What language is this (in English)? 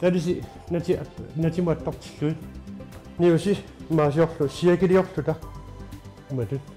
Kalaallisut